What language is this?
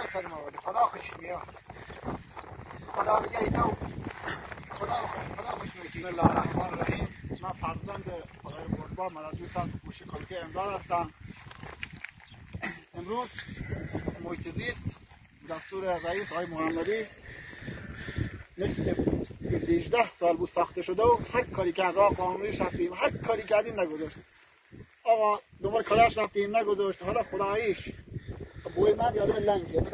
Persian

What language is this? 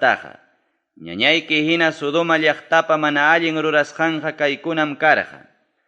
Ayacucho Quechua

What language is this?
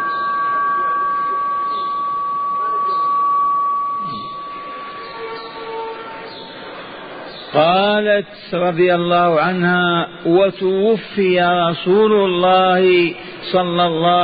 Arabic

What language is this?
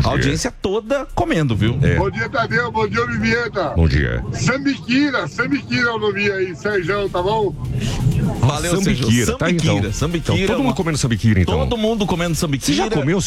Portuguese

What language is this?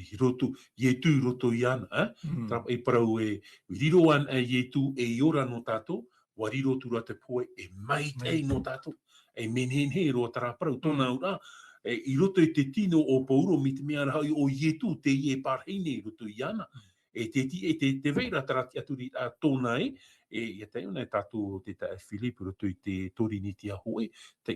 Tahitian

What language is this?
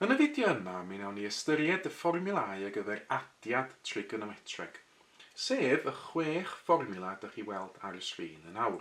Welsh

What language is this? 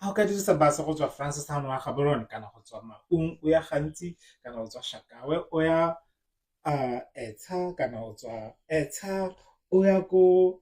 Tswana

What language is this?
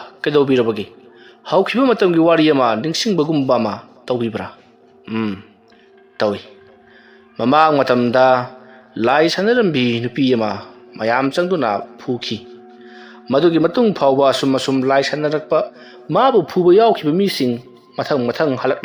Manipuri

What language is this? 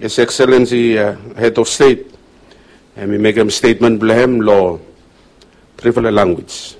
Bislama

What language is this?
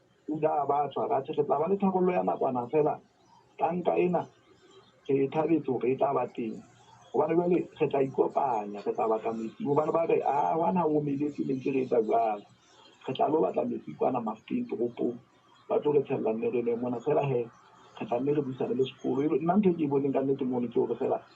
Southern Sotho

